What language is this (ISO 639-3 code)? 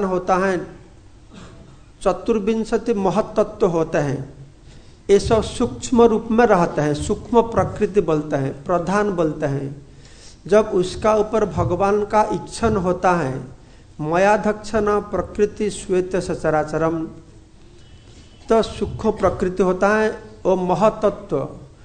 hin